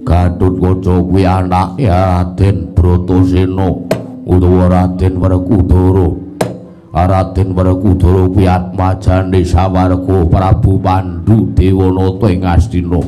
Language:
Javanese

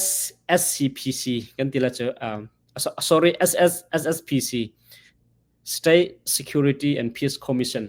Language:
Hakha Chin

